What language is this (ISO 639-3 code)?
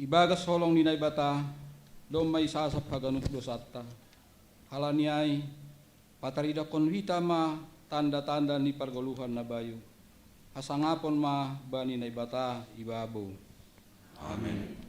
bts